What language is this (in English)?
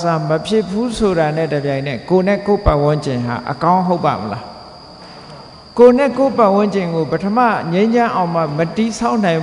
Burmese